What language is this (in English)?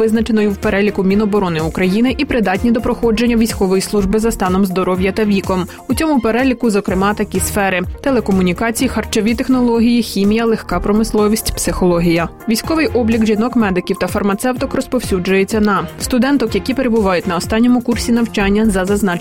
Ukrainian